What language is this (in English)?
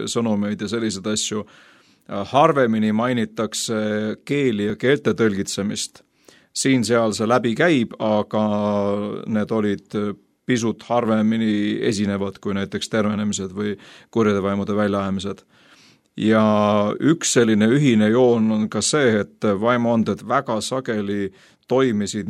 Estonian